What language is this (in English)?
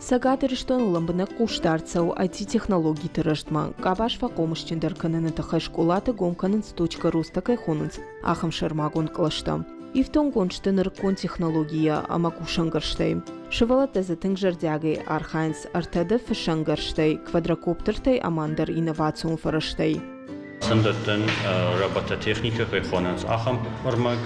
Ossetic